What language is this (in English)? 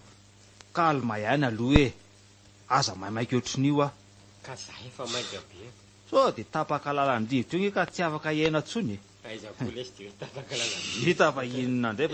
Malagasy